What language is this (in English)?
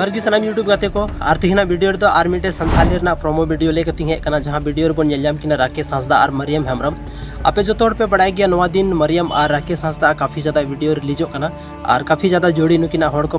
Santali